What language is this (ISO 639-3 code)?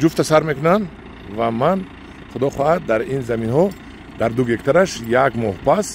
tgk